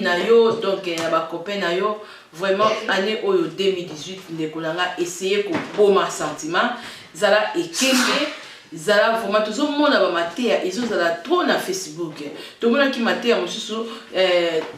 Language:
Lingala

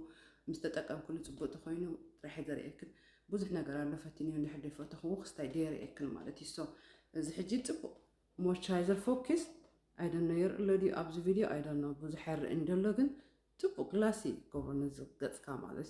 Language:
Tigrinya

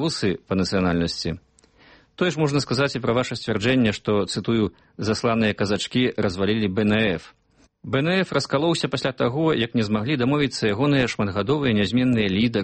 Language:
Belarusian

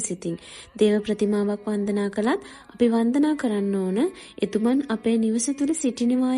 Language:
Sinhala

